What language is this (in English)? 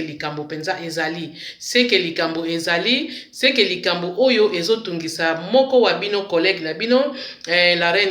Lingala